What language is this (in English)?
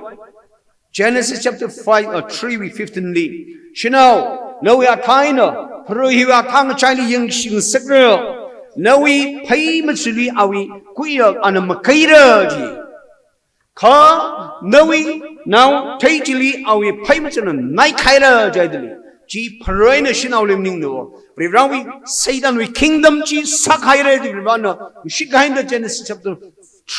Tangkhul Naga (India)